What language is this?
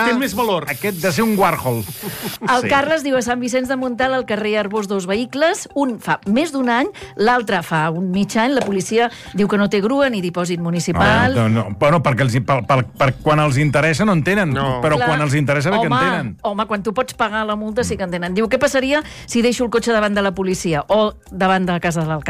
Catalan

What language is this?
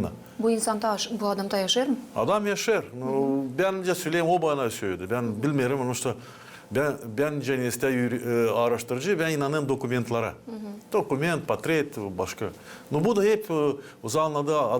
Gagauz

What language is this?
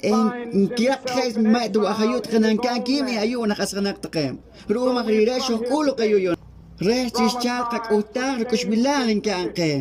Poqomchi'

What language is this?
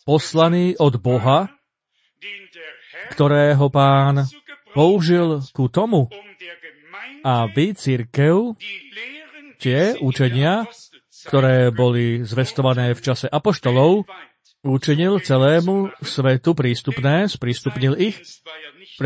Slovak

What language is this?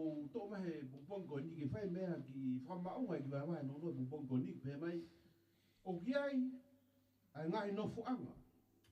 Tongan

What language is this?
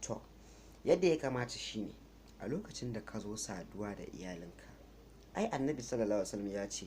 Hausa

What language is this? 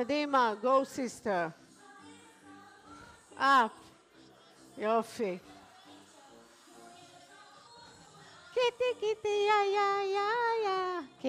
Hebrew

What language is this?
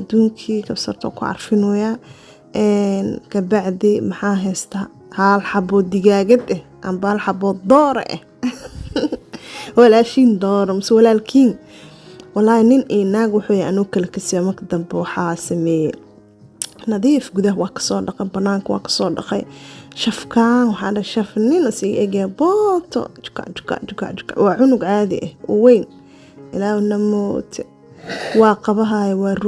Somali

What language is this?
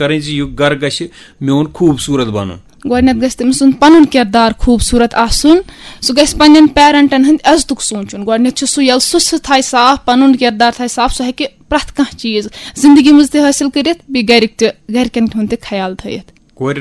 Kashmiri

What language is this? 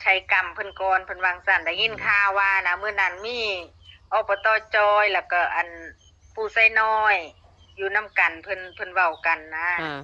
Northeastern Thai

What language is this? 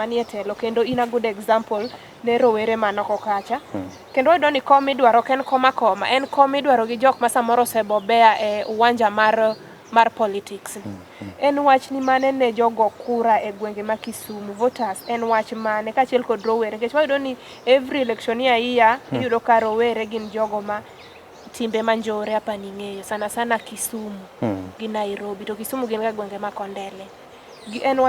Luo (Kenya and Tanzania)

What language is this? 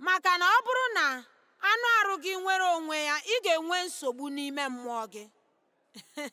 Igbo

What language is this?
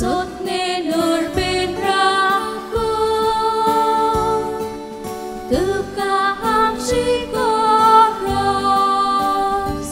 Konkani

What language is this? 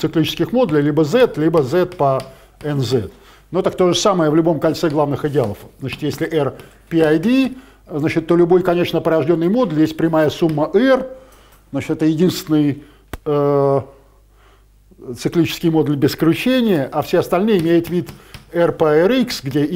Russian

